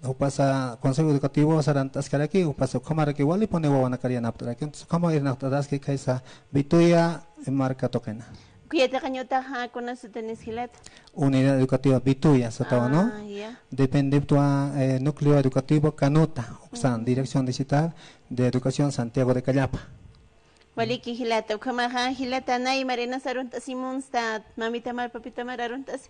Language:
Aymara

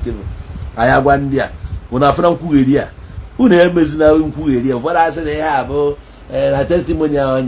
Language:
Igbo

